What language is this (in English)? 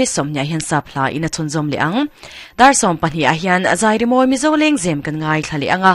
Mizo